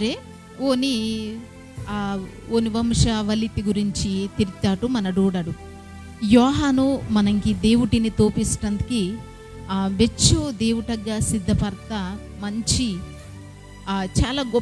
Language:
Koya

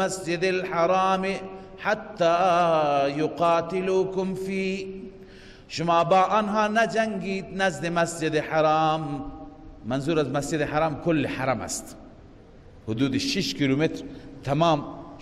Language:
Persian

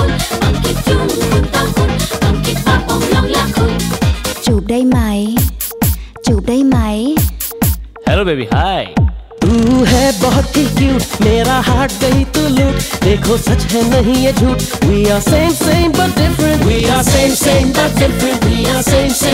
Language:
Hindi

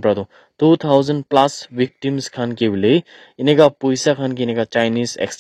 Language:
Naga Pidgin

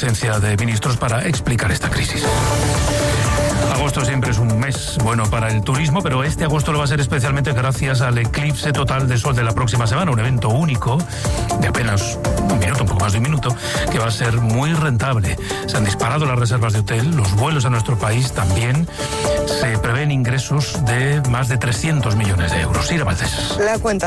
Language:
Spanish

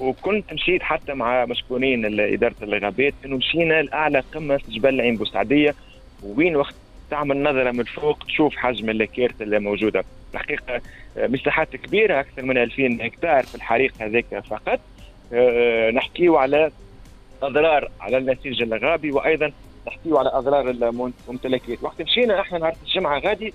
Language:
Tunisian Arabic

